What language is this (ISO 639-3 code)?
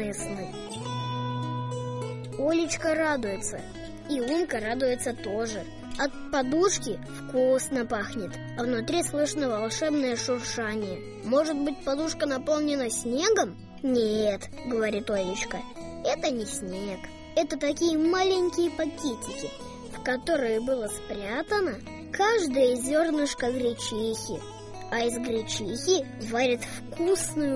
rus